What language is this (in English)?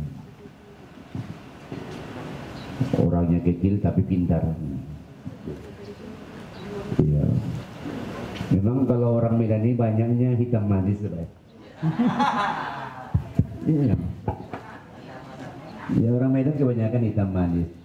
Indonesian